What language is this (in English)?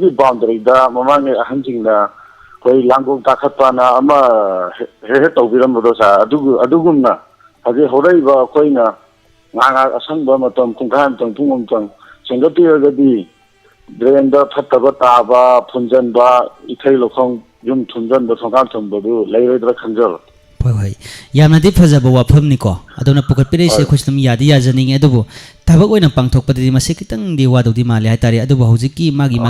Manipuri